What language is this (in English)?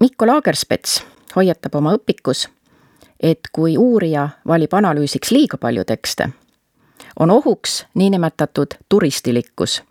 Estonian